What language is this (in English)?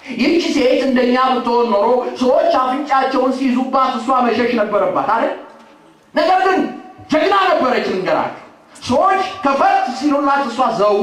Amharic